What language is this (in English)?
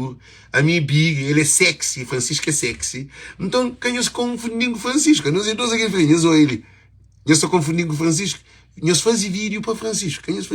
Kabuverdianu